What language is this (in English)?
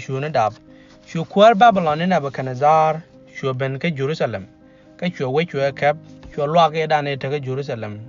Nuer